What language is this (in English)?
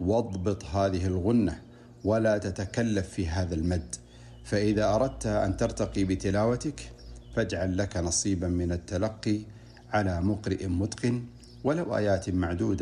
Arabic